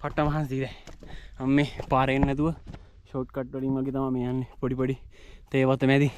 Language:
Sinhala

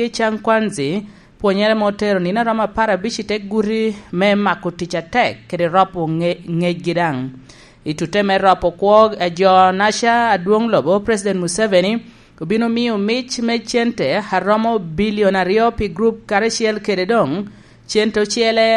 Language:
Lango (Uganda)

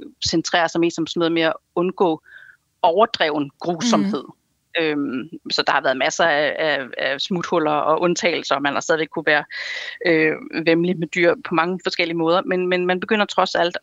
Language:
Danish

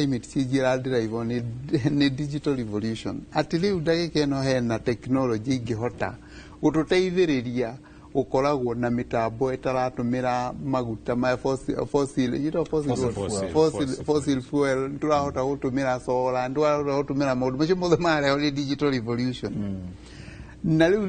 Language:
Kikuyu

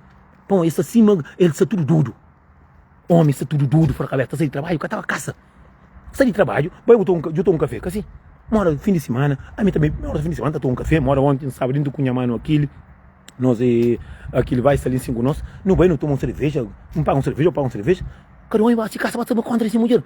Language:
Kabuverdianu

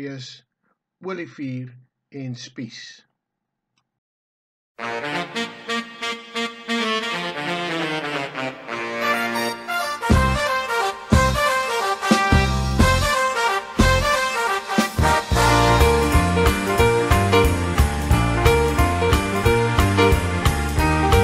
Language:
Afrikaans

